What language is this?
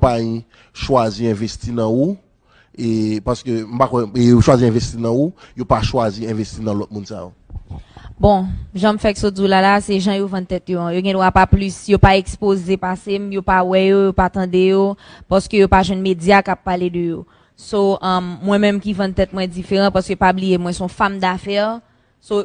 Haitian Creole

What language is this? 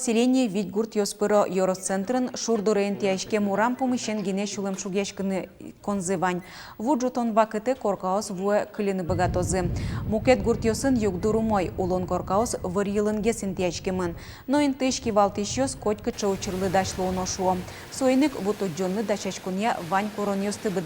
Udmurt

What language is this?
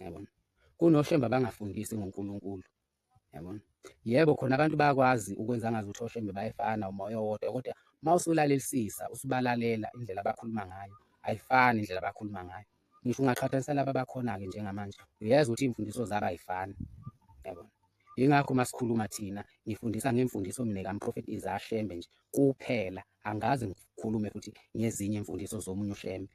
Zulu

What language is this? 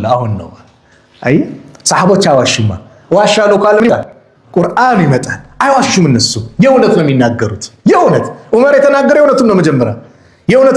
Amharic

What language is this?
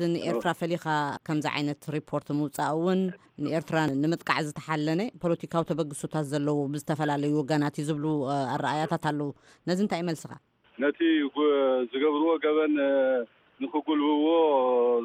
Tigrinya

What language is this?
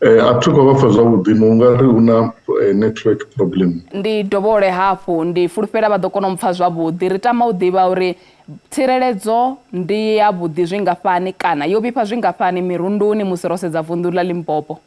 Venda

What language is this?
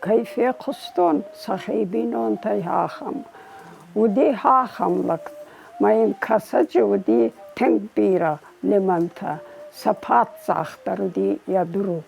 Ossetic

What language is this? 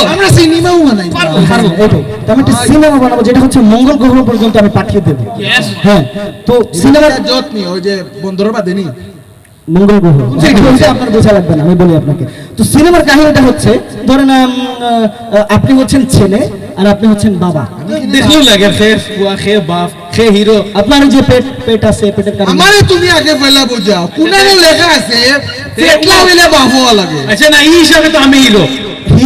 Sylheti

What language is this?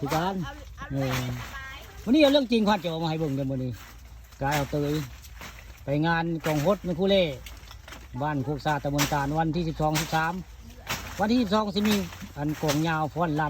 Northeastern Thai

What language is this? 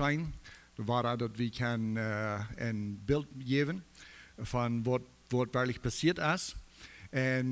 Plautdietsch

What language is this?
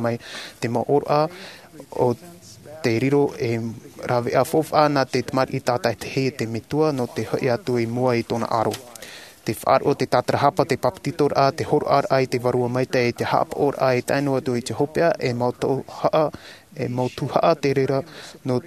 Tahitian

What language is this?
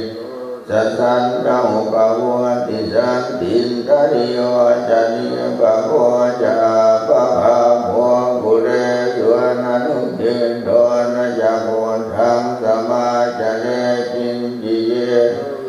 Pali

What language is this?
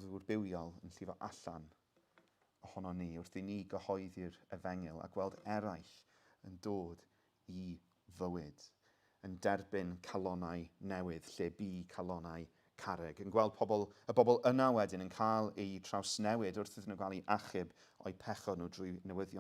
Welsh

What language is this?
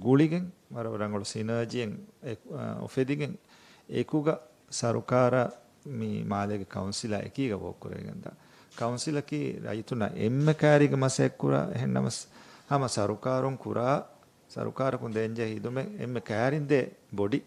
Divehi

